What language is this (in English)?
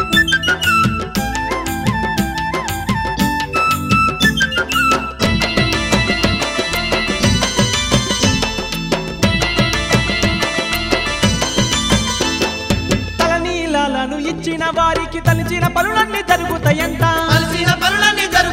Telugu